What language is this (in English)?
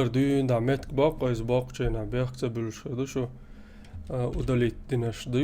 Chechen